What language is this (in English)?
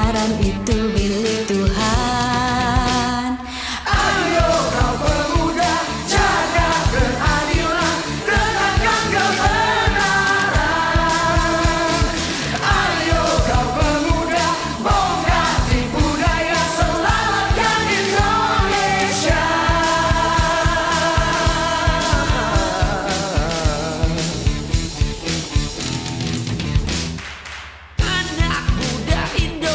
Indonesian